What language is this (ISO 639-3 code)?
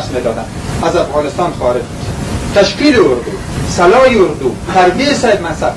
fas